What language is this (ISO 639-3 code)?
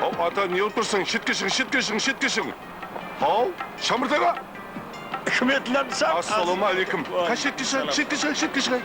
kaa